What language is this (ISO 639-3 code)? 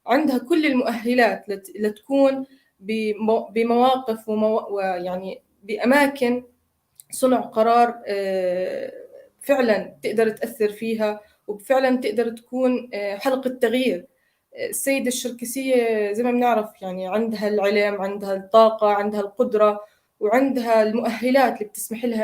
apc